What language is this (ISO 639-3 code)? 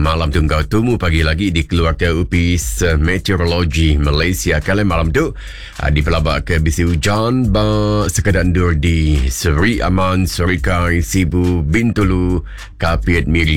iba